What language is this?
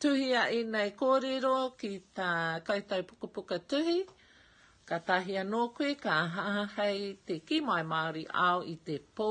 Māori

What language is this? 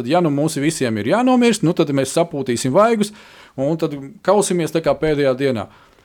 Latvian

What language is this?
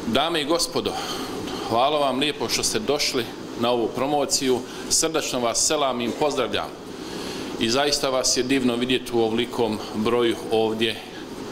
Bosnian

